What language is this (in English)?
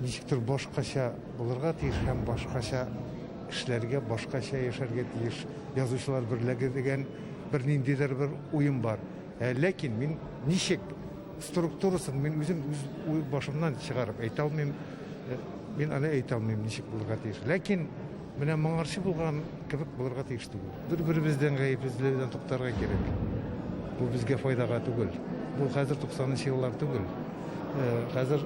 Tatar